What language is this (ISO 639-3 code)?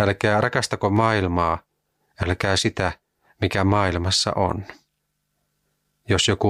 fin